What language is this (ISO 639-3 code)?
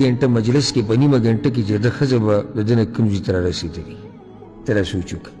pus